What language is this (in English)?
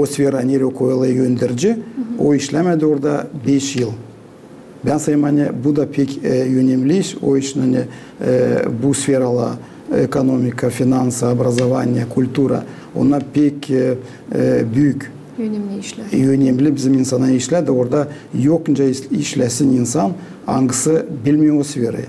Gagauz